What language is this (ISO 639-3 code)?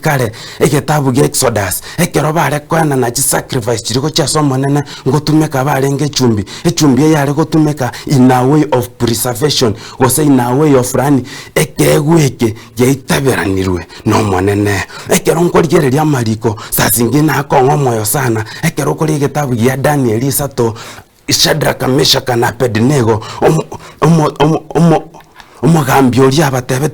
guz